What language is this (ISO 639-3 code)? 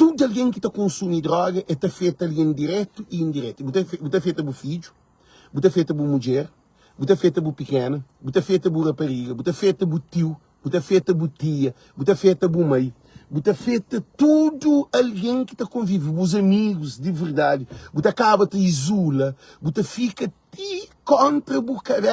kea